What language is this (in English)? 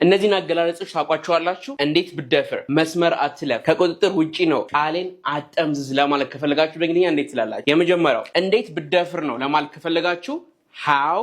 Amharic